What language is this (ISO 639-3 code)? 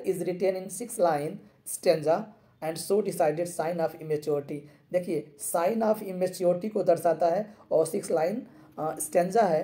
hin